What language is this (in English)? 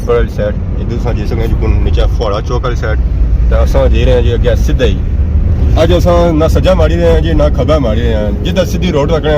Pahari-Potwari